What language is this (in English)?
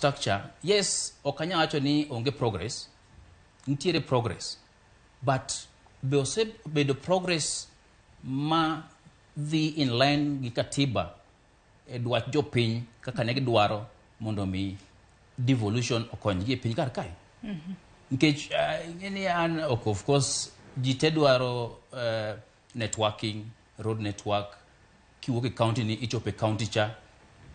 Luo (Kenya and Tanzania)